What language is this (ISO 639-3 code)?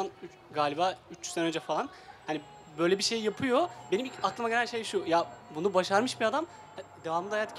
tur